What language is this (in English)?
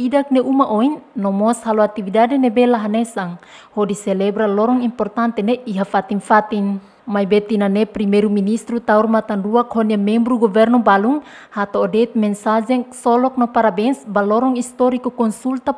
Tetum